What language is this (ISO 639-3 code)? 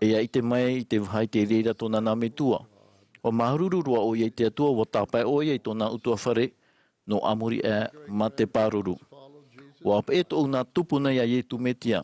tah